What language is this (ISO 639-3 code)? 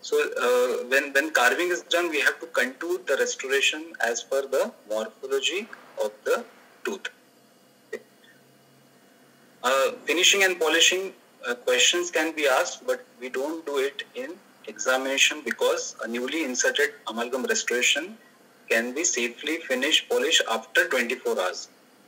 eng